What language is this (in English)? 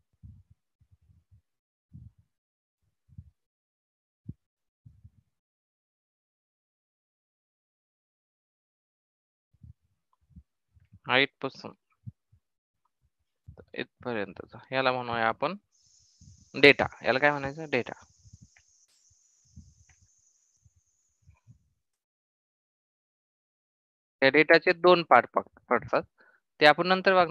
Marathi